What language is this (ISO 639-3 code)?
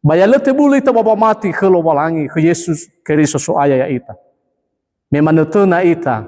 nia